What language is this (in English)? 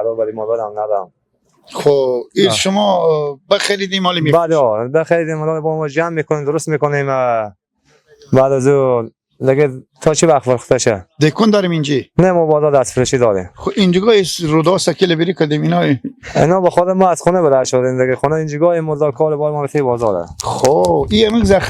Persian